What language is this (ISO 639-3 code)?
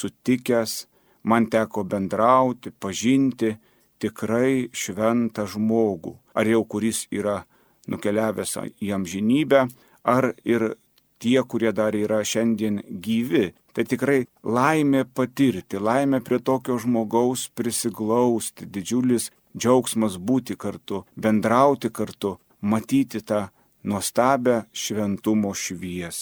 lit